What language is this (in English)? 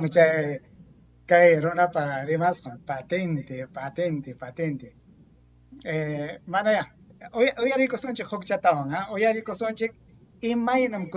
Ayacucho Quechua